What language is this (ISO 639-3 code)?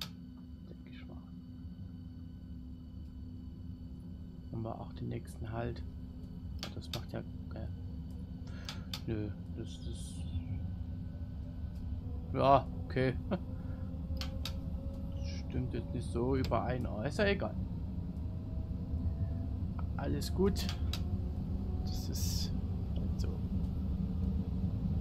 deu